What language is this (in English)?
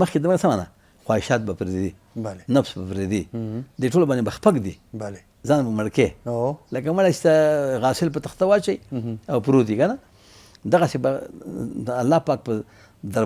Pashto